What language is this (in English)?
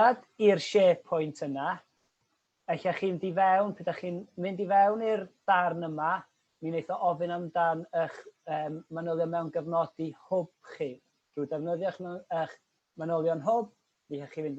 Welsh